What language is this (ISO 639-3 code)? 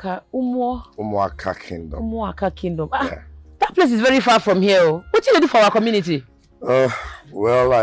pcm